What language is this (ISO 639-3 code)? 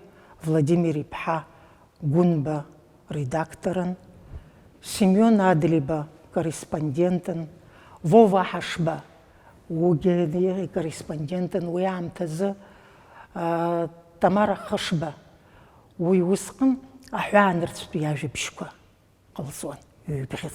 abk